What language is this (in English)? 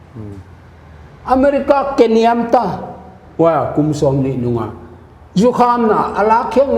Paite Chin